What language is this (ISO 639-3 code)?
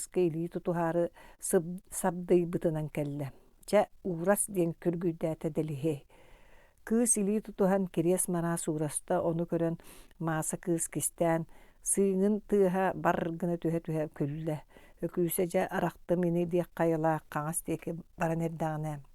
sah